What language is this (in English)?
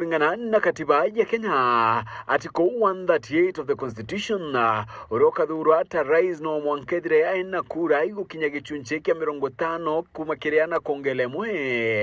Meru